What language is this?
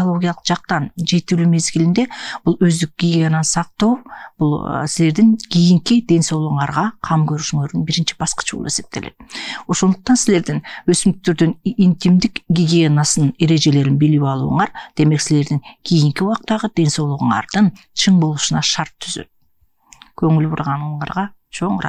Kyrgyz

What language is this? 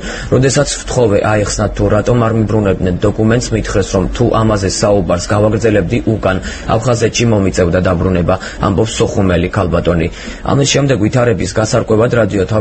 Georgian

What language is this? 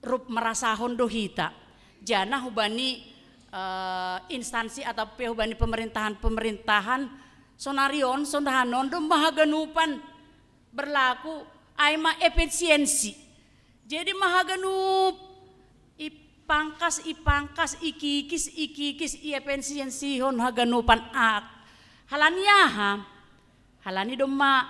Batak Simalungun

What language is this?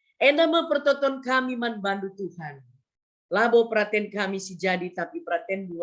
Batak Karo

